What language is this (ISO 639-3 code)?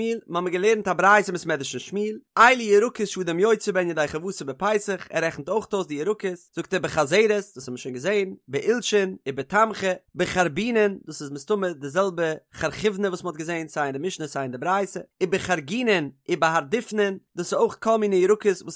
yid